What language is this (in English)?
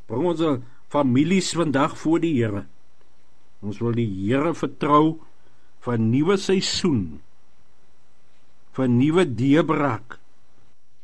Afrikaans